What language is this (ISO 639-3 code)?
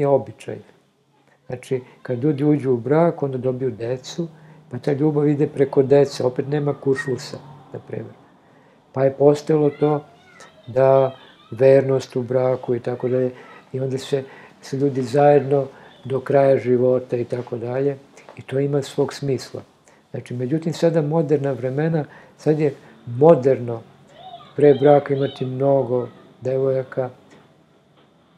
srp